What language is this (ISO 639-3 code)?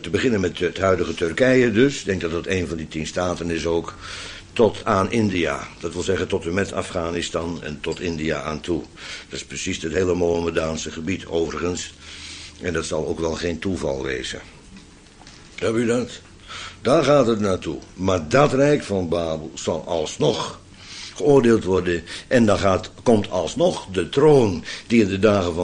nld